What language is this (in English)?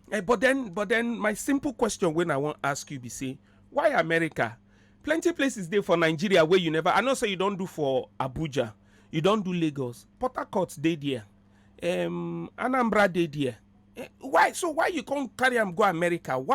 Nigerian Pidgin